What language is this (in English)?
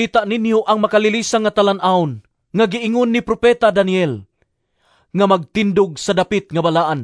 Cebuano